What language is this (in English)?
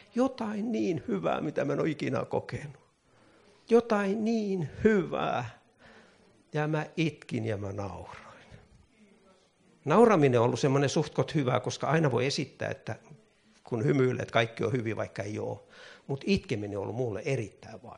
Finnish